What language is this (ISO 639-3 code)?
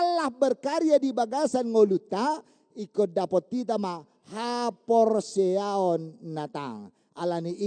bbc